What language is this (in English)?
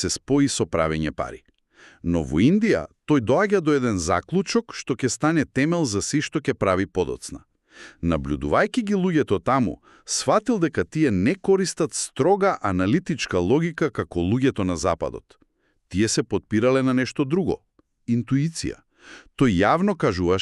Macedonian